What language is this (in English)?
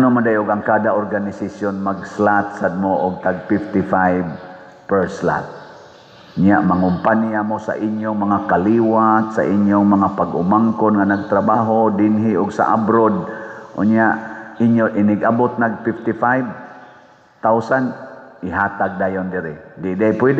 Cebuano